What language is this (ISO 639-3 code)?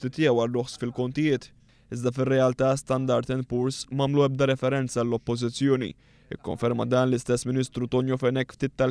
mlt